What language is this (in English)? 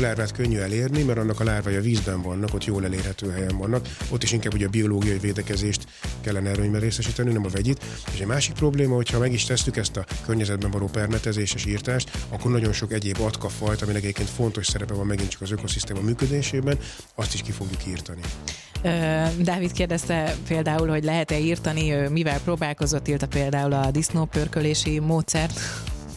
Hungarian